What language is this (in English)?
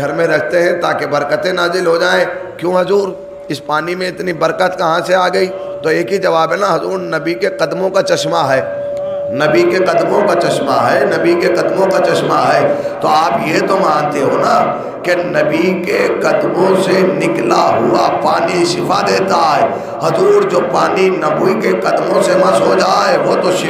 Urdu